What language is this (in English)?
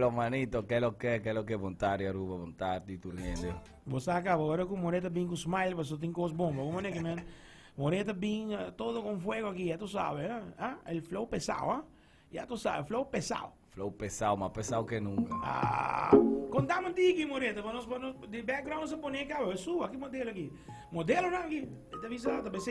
Papiamento